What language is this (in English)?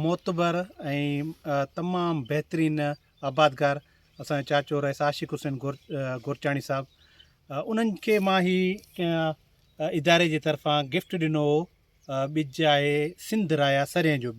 Sindhi